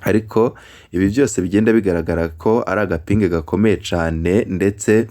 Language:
Rundi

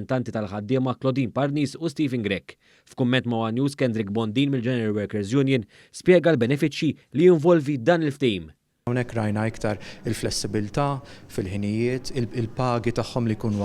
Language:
Maltese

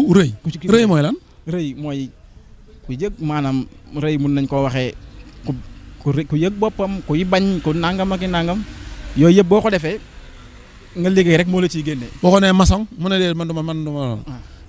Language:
Wolof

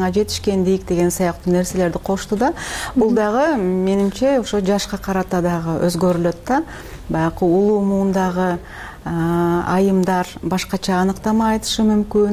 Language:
Kyrgyz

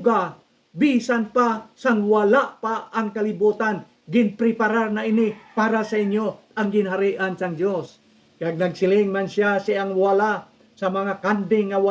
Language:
Hiligaynon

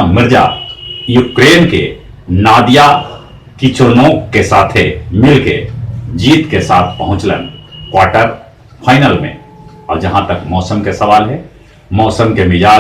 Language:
Magahi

